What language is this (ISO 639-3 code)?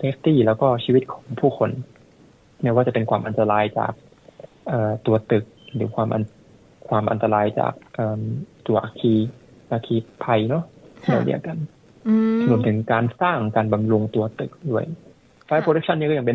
tha